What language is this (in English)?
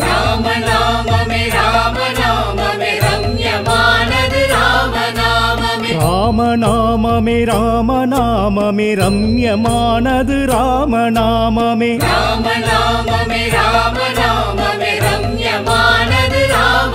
Tamil